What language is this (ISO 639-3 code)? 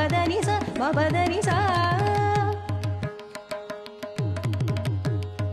bho